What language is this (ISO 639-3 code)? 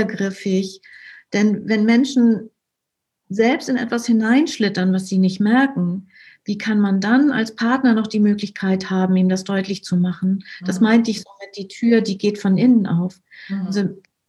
deu